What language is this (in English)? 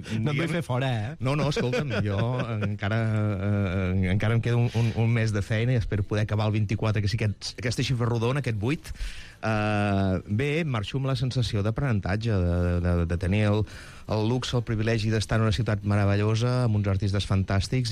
Catalan